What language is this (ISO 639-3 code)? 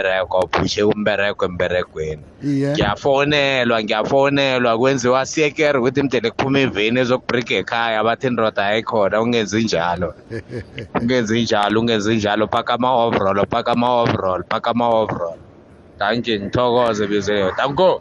nbl